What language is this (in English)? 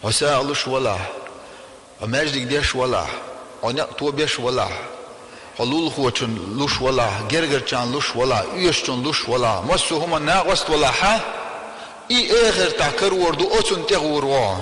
Chechen